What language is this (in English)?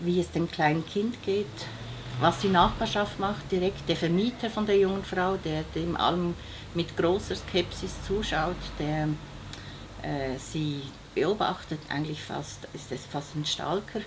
Swiss German